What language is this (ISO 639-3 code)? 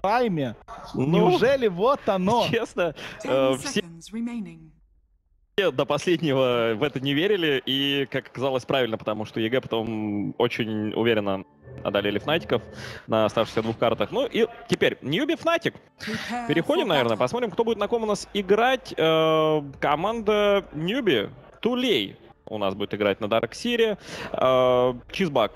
rus